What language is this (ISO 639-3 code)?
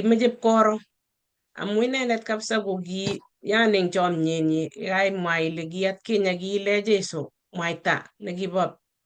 kln